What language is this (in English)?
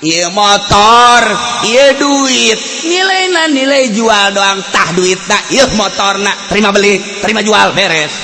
Sundanese